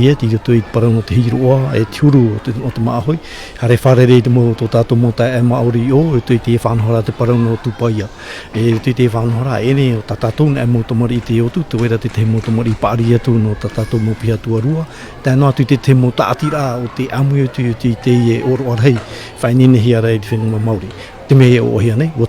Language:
Tahitian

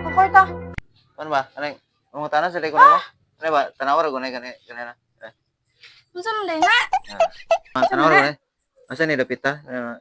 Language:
Cebuano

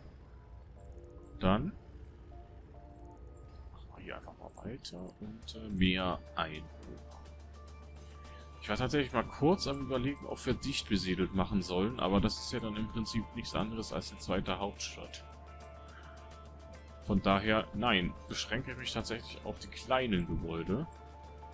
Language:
German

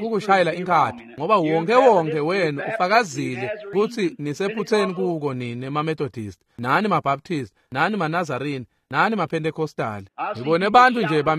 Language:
Swati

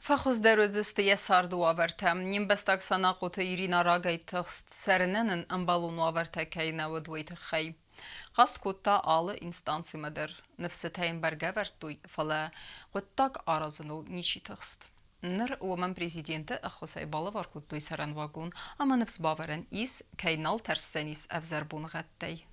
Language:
Ossetic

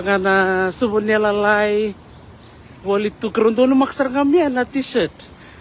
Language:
Fijian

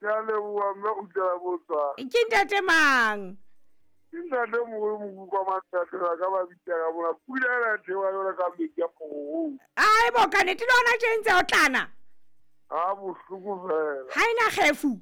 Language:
Southern Sotho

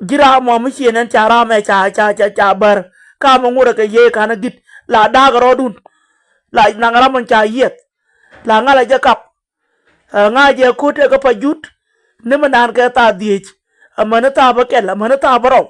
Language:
Nuer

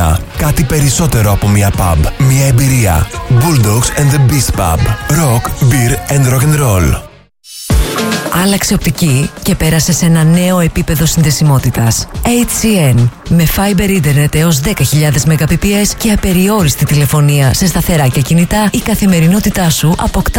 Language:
Greek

